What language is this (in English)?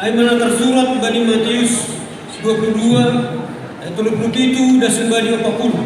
Batak Simalungun